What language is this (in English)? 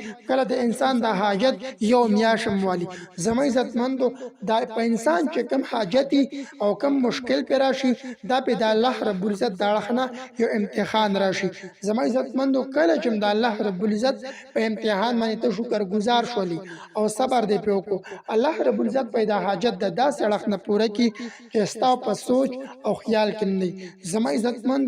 Pashto